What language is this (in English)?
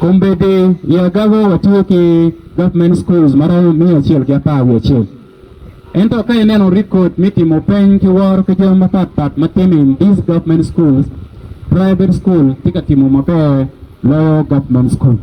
Acoli